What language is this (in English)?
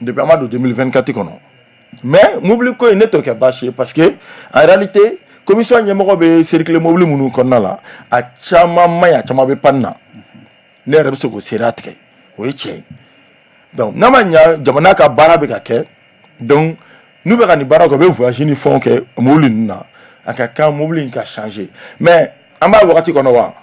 Bambara